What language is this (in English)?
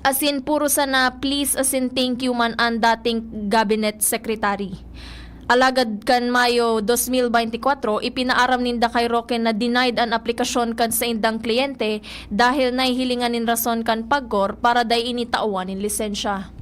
Bikol